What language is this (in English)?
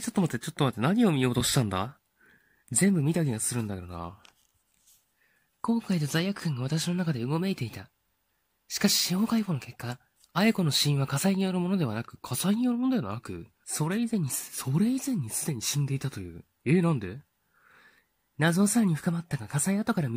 Japanese